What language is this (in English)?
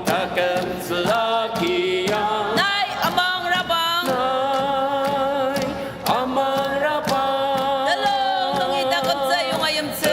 Ao Naga